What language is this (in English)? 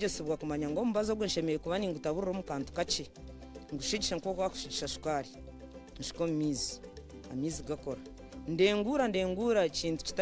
Nyankole